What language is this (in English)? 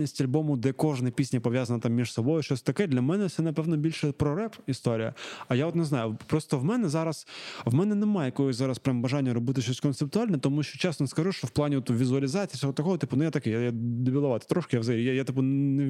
Ukrainian